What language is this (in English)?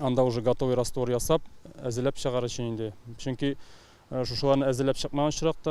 Tatar